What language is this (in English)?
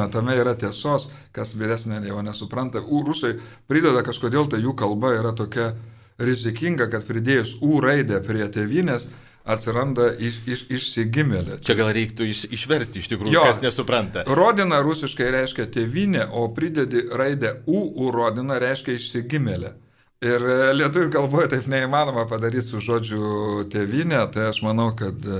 Lithuanian